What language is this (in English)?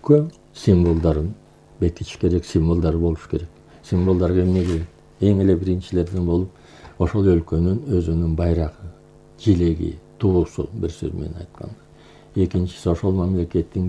Kyrgyz